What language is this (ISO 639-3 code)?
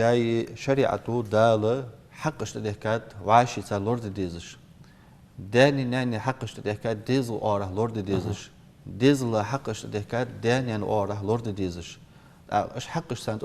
inh